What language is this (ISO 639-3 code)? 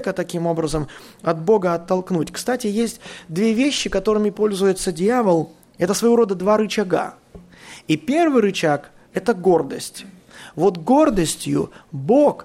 rus